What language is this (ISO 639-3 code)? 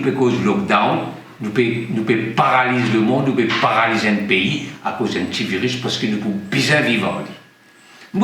mfe